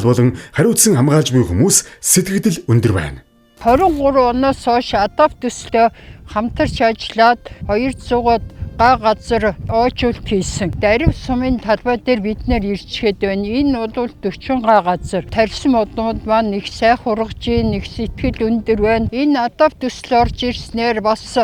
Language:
Mongolian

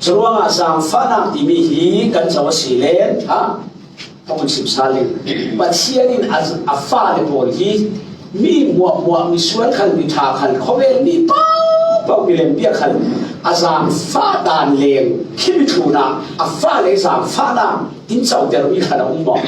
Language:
Falam Chin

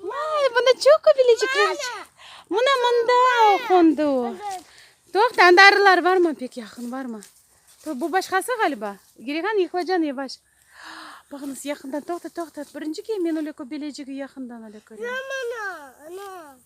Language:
Crimean Tatar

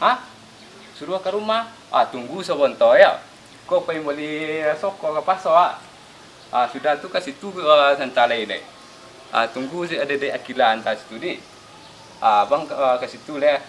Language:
Minangkabau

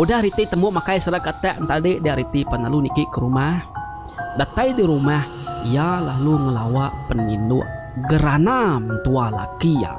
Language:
Iban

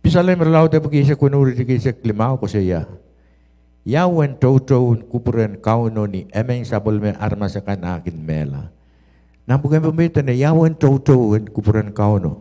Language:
Pohnpeian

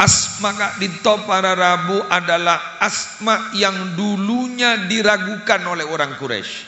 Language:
Madurese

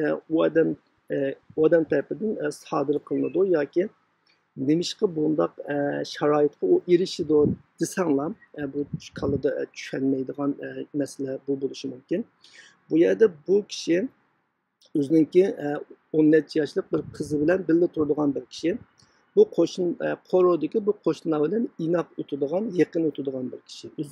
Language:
Uyghur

